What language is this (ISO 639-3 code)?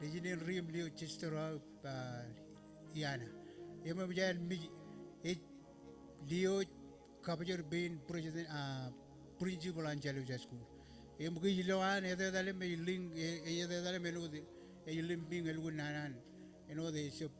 mah